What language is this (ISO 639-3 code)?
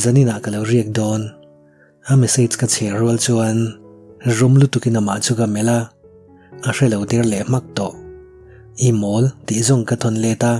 lus